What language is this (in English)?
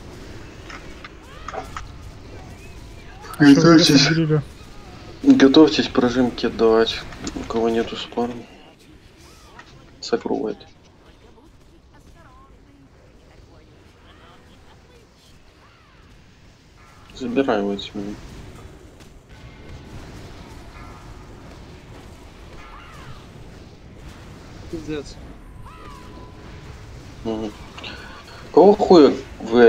Russian